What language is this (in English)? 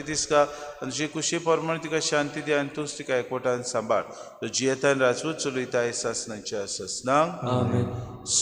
Konkani